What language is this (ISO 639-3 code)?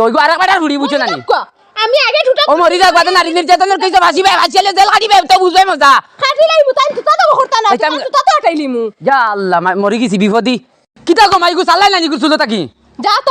syl